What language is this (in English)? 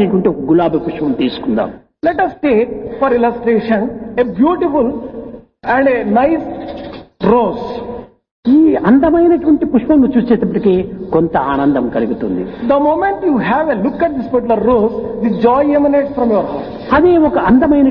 Telugu